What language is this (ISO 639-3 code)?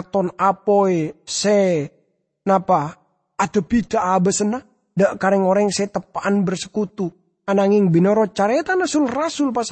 mad